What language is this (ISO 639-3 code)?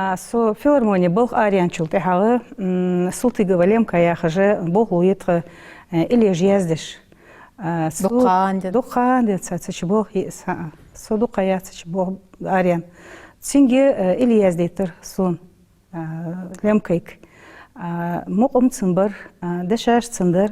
inh